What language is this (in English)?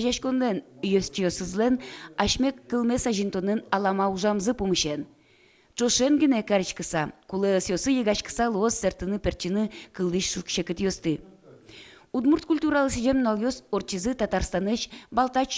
Udmurt